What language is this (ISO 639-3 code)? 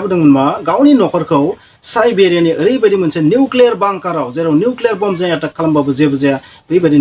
brx